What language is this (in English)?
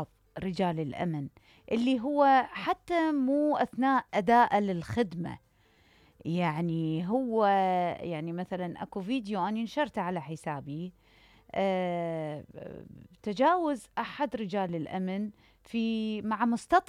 Mesopotamian Arabic